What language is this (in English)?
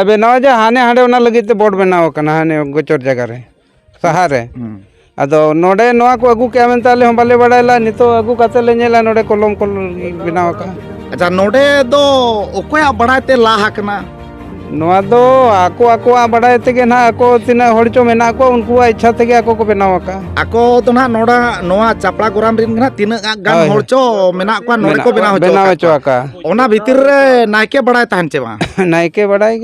Santali